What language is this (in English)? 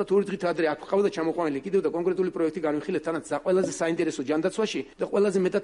Georgian